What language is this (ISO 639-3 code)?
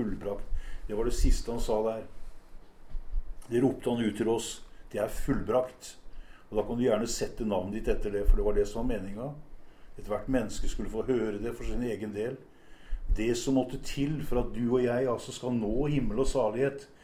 nor